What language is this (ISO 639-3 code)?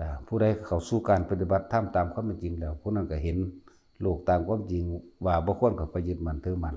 tts